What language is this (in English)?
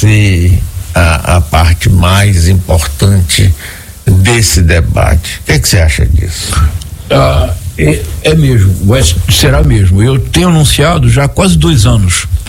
Portuguese